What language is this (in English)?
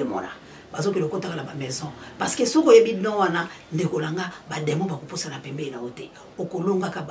Lingala